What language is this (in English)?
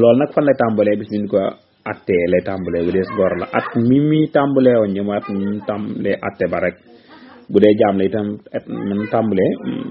Wolof